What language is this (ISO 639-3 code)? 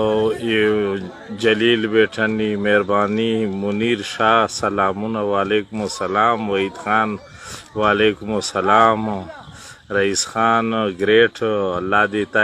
pus